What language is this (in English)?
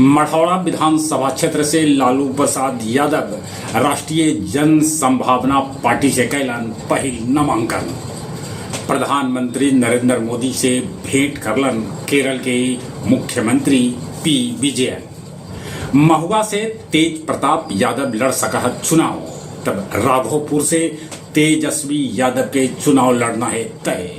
Magahi